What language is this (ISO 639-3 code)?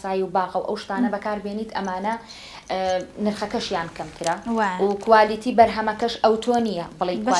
ckb